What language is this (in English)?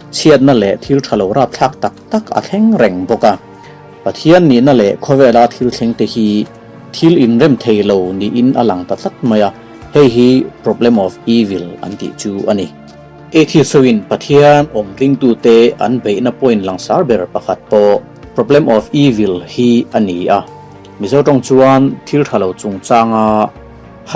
Mizo